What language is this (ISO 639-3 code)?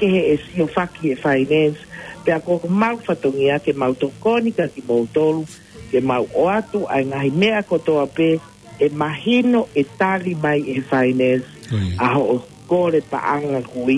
ton